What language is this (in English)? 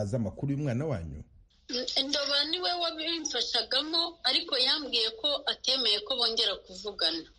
Kinyarwanda